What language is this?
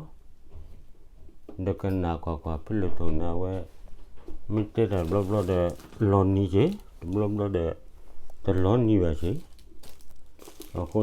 S'gaw Karen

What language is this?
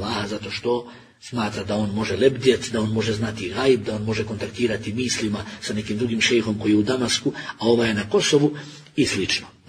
Bosnian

